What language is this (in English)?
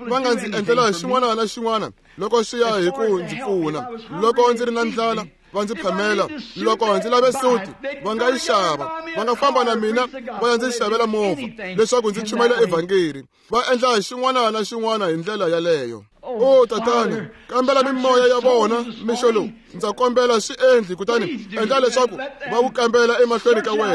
Tsonga